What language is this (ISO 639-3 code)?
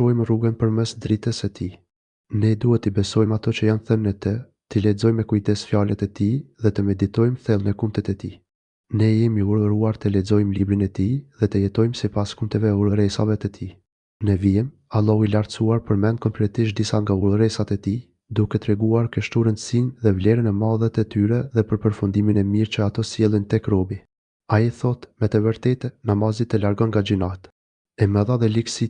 sqi